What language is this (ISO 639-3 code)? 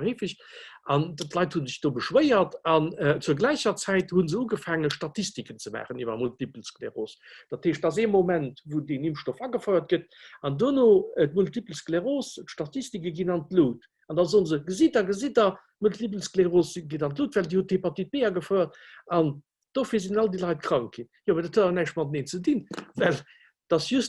ltz